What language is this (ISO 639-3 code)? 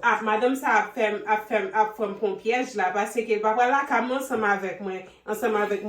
hat